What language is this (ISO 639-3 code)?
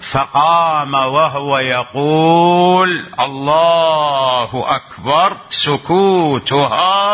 acm